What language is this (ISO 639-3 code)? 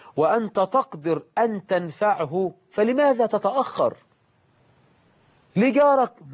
ara